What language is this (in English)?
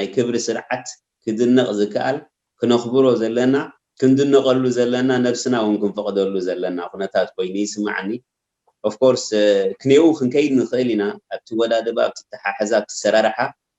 Tigrinya